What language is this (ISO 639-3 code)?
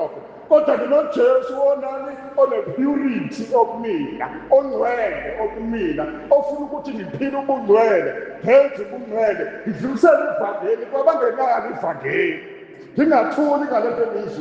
zul